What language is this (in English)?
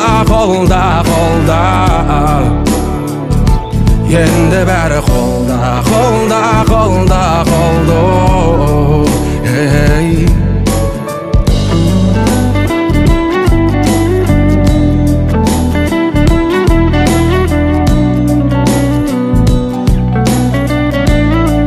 Kazakh